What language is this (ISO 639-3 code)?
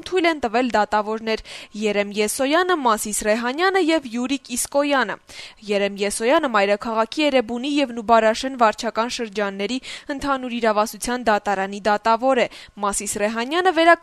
hye